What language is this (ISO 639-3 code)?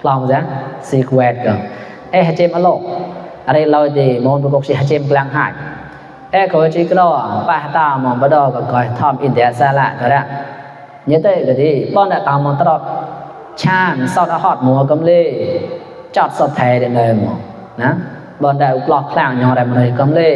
mnw